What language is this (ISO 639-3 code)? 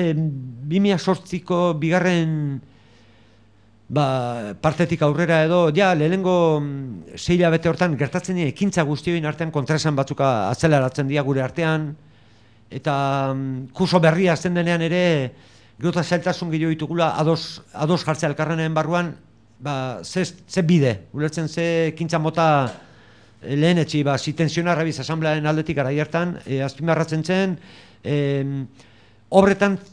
eus